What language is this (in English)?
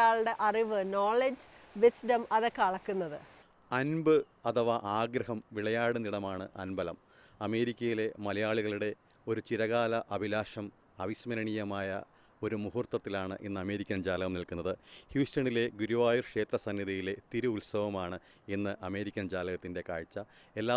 Malayalam